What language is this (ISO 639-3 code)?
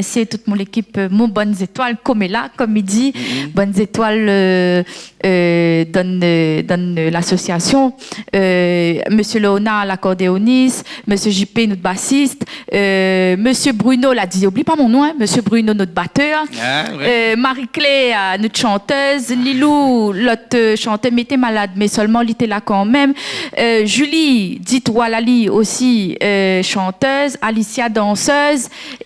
rcf